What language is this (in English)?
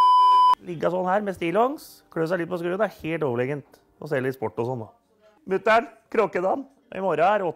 Norwegian